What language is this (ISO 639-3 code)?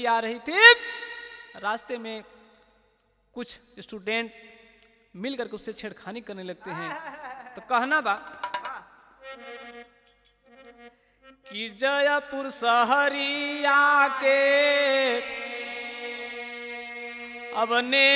bho